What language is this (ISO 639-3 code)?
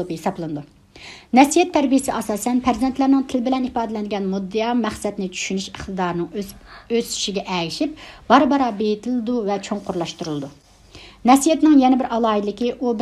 uig